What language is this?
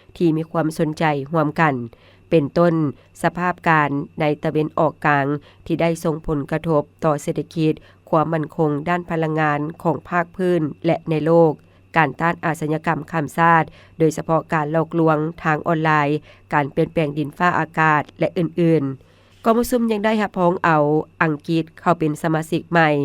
Lao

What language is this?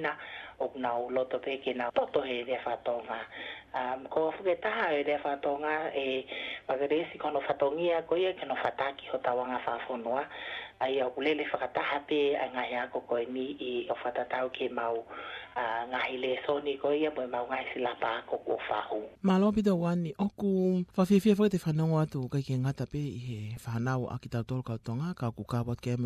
Tongan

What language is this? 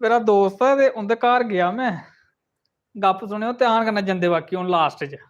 Dogri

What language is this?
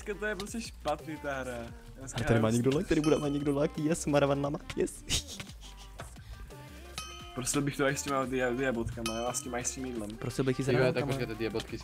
Czech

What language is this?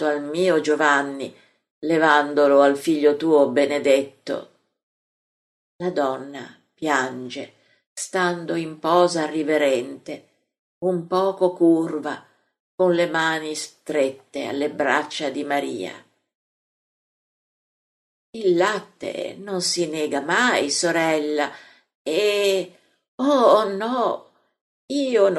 Italian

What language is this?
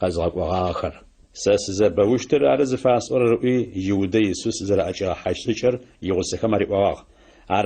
Adyghe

